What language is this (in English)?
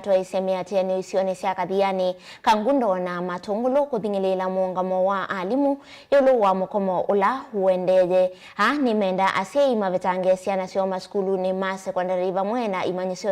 Kamba